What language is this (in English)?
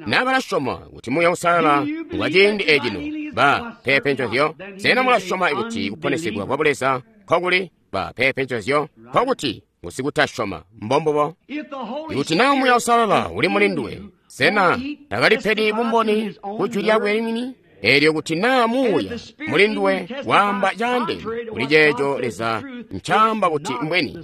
Tonga (Zambia)